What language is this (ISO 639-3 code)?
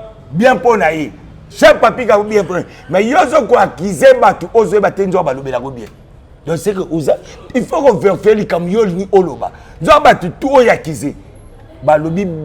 lin